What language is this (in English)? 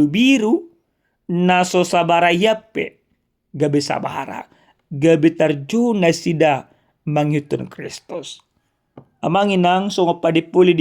Batak Toba